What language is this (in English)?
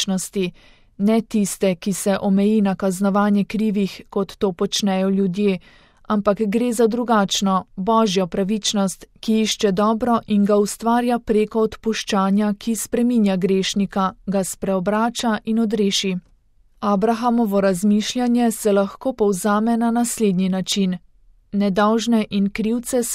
Slovenian